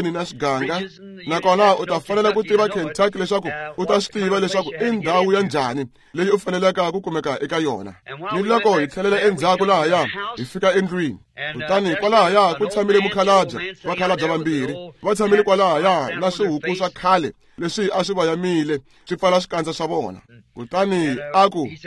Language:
Tsonga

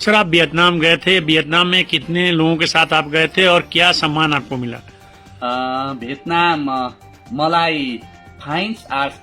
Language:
Nepali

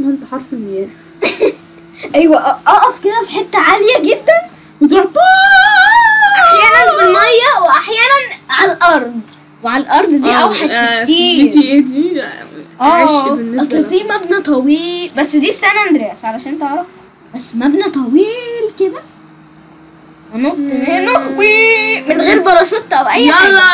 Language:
Egyptian Arabic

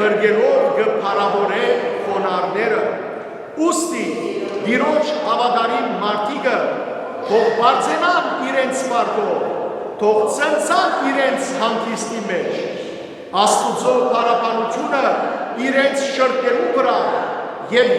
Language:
Western Armenian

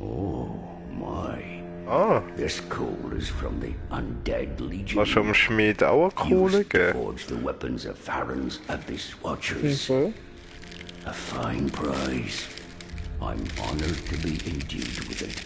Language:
Swiss German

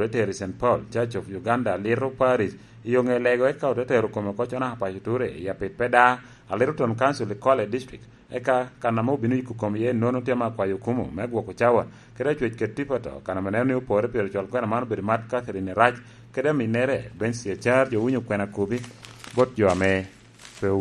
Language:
Lango (Uganda)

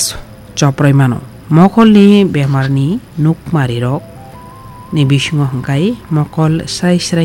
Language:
Kok Borok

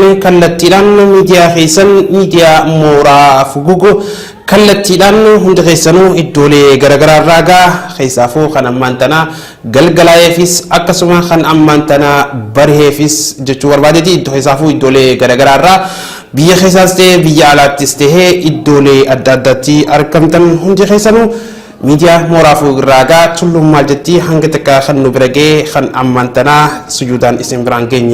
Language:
Oromo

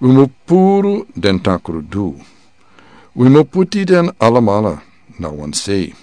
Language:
Sranan Tongo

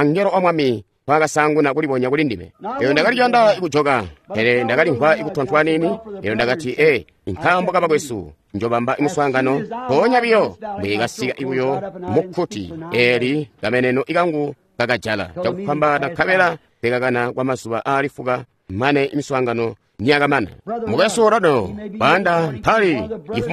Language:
Tonga (Zambia)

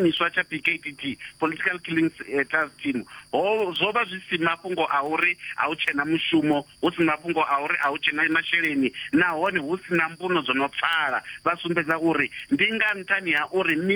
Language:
Venda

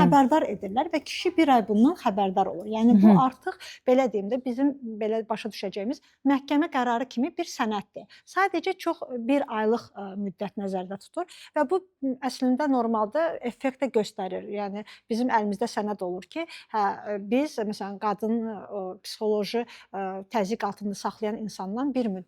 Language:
Azerbaijani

